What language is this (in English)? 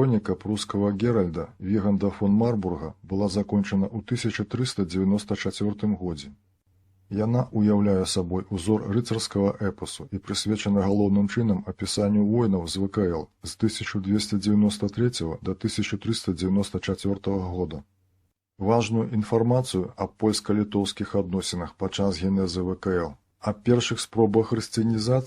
Belarusian